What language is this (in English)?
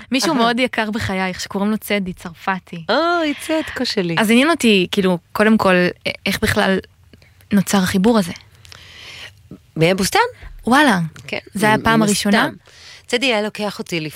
Hebrew